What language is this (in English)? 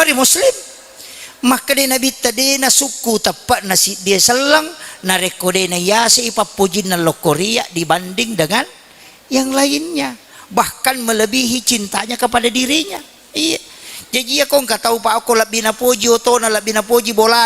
Buginese